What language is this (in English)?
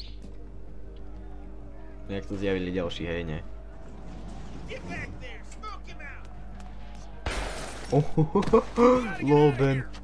Slovak